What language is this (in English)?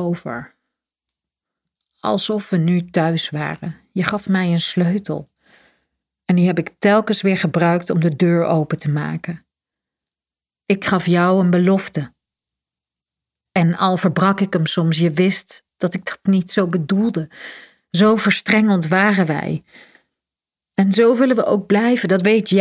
Dutch